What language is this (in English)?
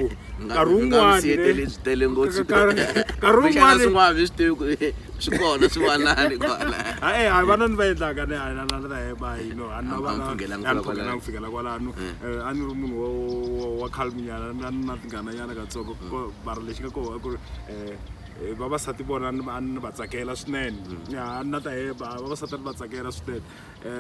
Tsonga